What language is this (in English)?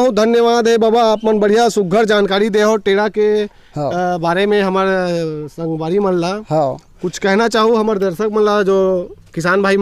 Chhattisgarhi